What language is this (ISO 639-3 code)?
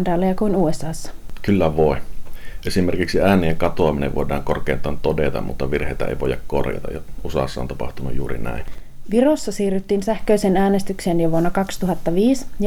fin